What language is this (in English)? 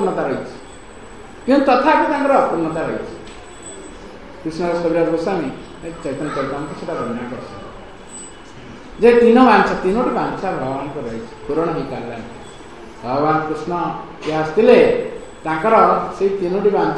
Odia